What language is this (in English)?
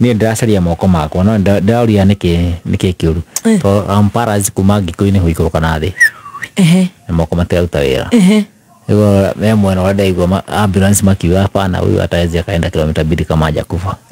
Kikuyu